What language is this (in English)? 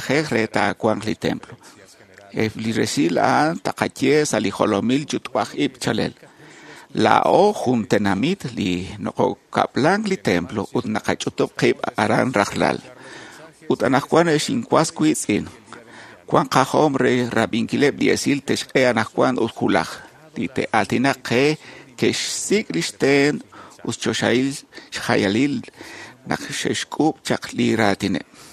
Kekchí